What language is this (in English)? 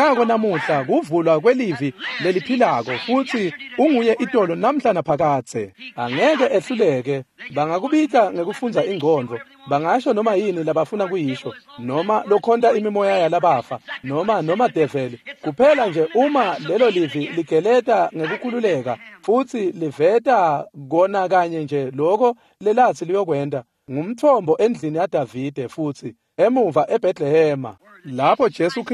Swati